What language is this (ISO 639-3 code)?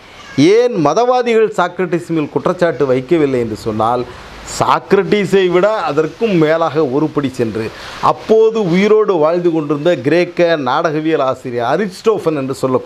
tam